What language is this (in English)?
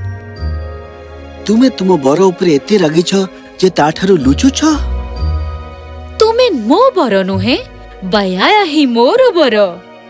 Odia